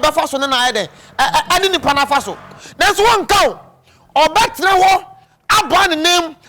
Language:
Akan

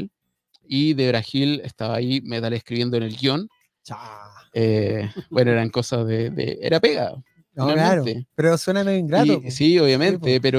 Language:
Spanish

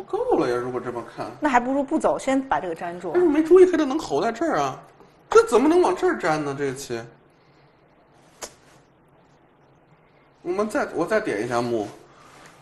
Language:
Chinese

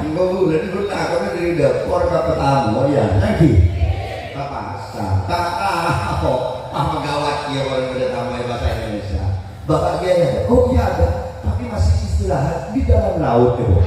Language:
Madurese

